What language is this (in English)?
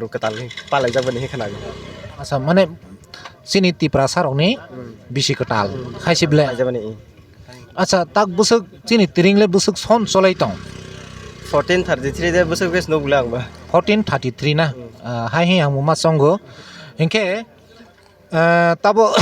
Kok Borok